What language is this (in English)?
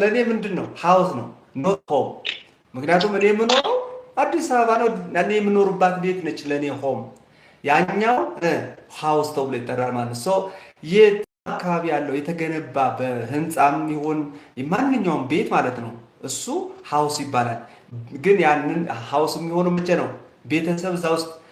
Amharic